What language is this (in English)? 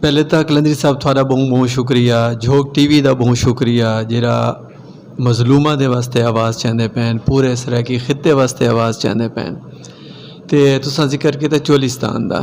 Saraiki